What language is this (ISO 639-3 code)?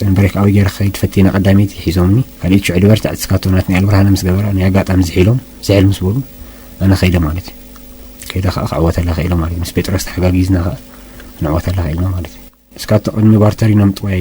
tir